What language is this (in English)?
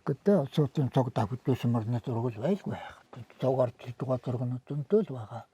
Mongolian